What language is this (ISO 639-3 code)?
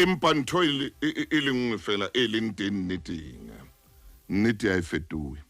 sot